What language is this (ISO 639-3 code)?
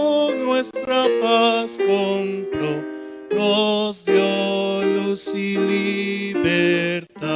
aym